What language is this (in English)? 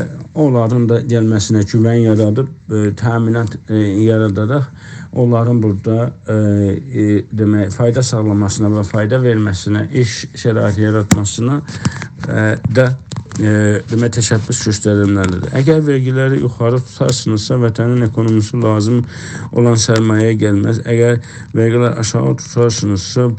South Azerbaijani